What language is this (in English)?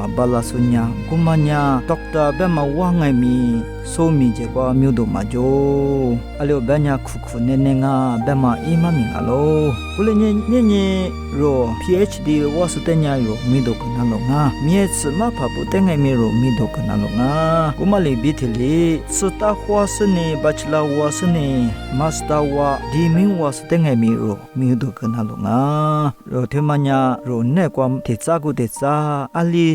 Lisu